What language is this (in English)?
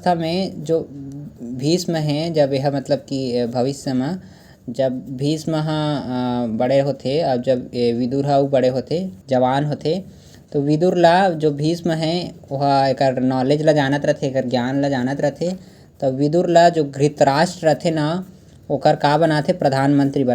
Chhattisgarhi